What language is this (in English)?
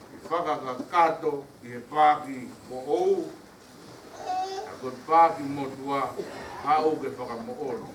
Tongan